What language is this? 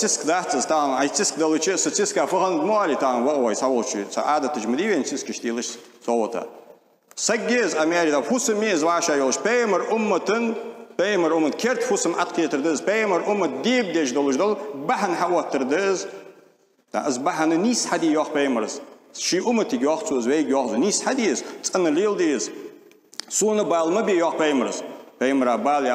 Ingush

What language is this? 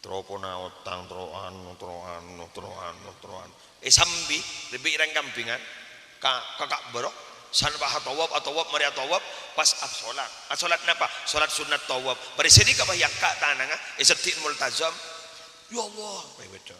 Madurese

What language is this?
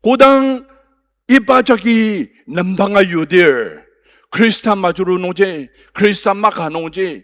Ao Naga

